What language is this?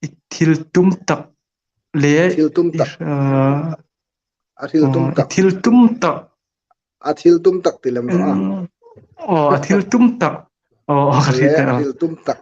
Hmar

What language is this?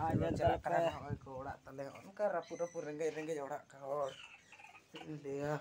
Santali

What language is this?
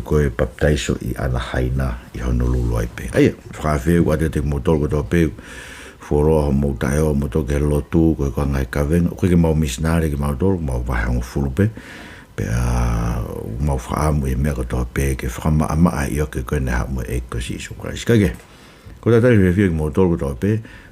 Tongan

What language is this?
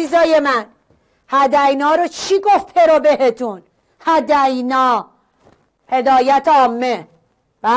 Persian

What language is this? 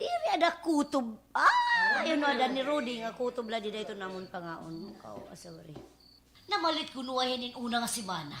Waray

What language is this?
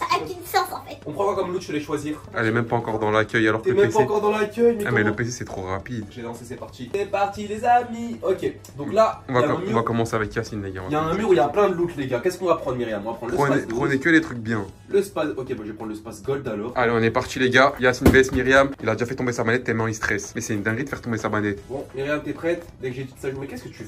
French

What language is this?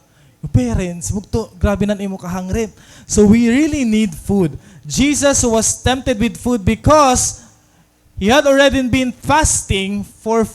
Waray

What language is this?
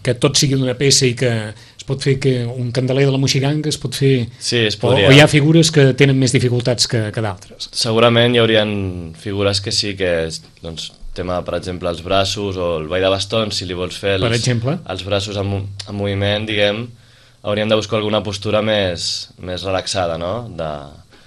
Catalan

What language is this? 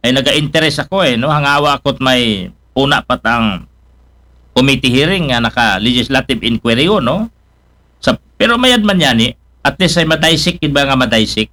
Aklanon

